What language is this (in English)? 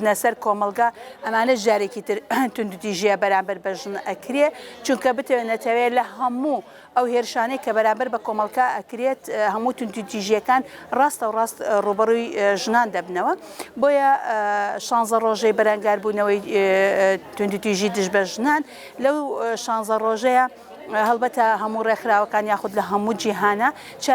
Central Kurdish